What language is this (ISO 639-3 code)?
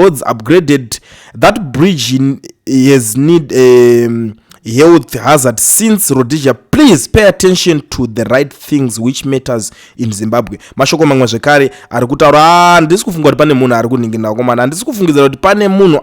sna